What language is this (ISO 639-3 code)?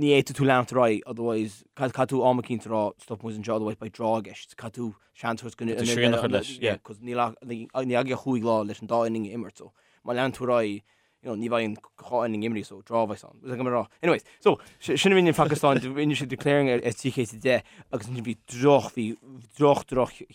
gle